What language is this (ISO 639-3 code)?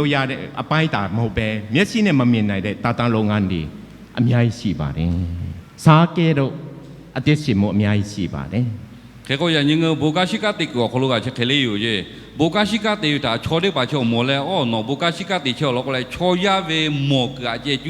lhu